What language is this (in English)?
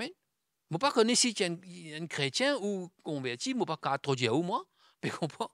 Morisyen